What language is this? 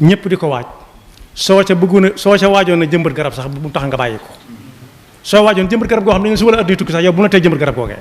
Wolof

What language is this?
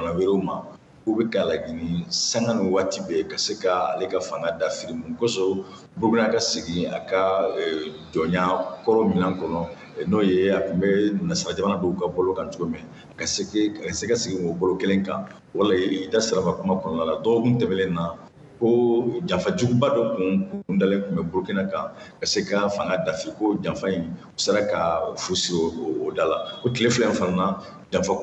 Bambara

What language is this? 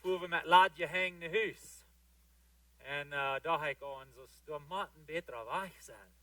Plautdietsch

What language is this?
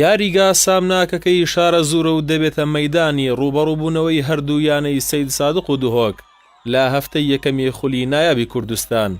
Central Kurdish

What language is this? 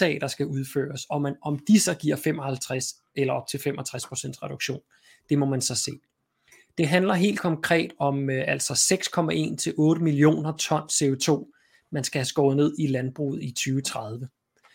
Danish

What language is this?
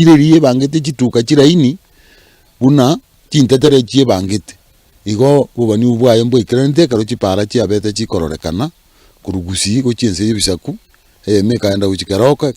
Gusii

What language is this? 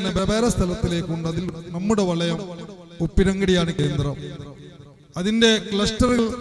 Malayalam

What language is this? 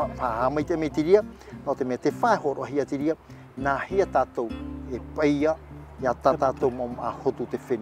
Tahitian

